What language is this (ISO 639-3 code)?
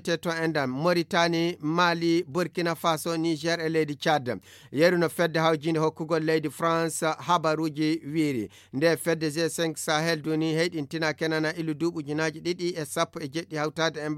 ful